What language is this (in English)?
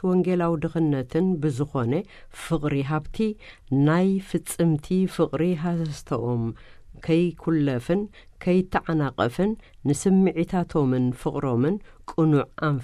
Tigrinya